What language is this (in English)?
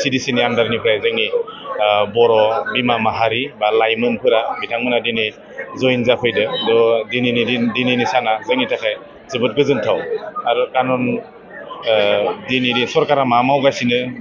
Bodo